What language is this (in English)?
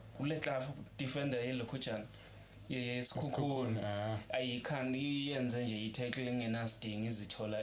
Zulu